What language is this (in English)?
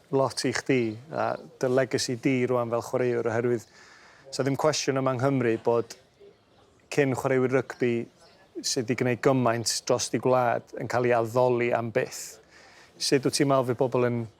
Welsh